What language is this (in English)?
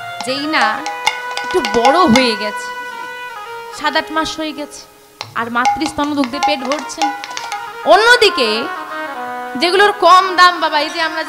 Bangla